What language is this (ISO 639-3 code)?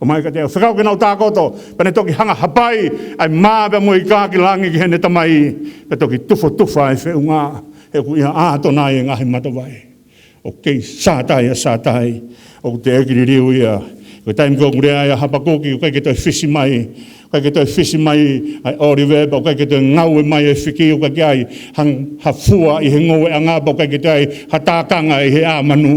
ton